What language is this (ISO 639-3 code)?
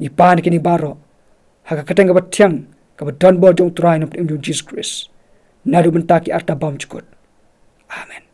kha